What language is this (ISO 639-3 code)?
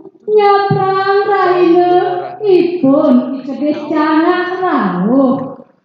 ban